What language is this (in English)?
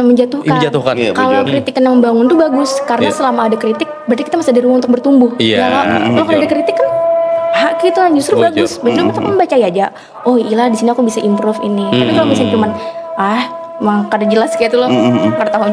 Banjar